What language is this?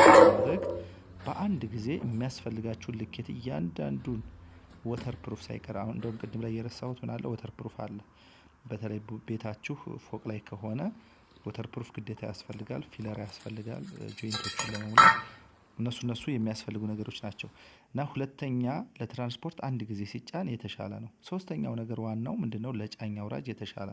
Amharic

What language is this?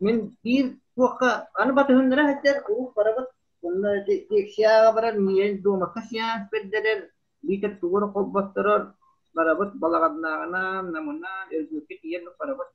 Yakut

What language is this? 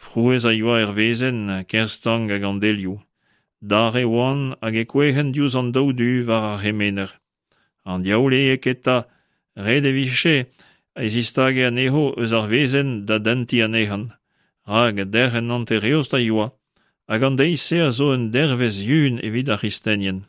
Breton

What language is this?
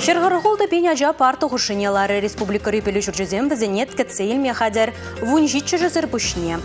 Chuvash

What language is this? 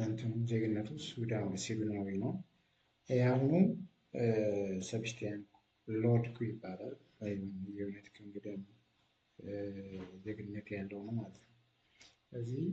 Amharic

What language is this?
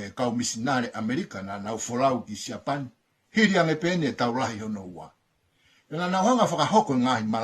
Tongan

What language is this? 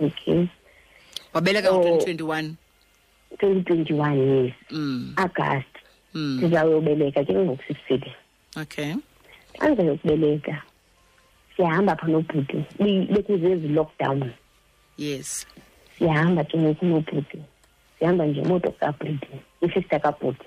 Xhosa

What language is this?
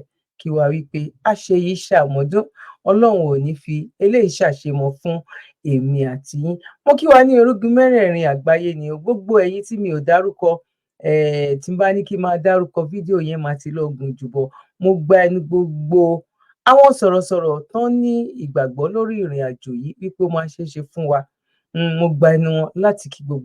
Yoruba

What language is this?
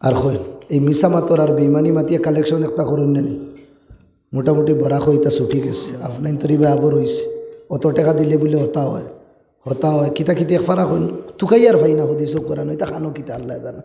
Sylheti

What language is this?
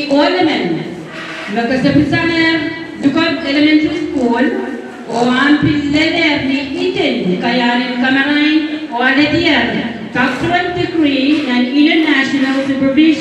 Pohnpeian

